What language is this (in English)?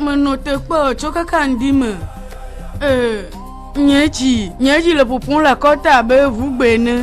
Ewe